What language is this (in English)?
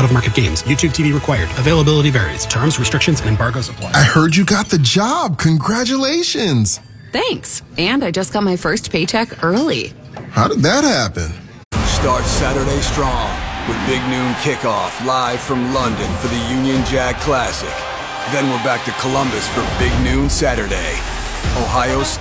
English